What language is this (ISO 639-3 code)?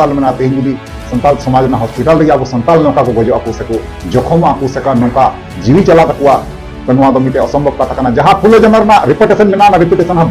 sat